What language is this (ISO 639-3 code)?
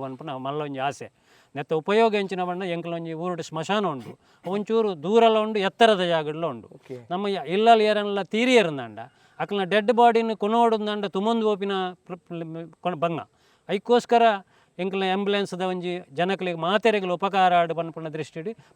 tcy